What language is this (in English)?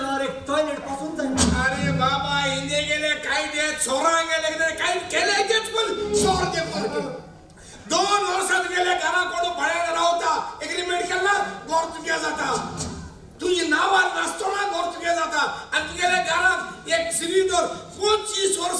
Konkani